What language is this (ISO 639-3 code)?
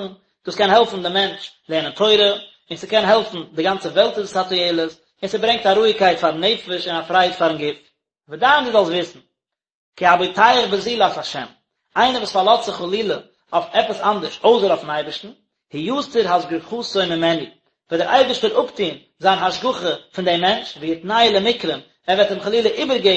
yid